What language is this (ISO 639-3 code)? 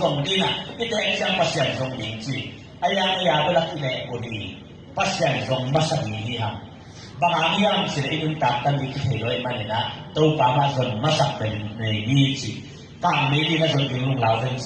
ctd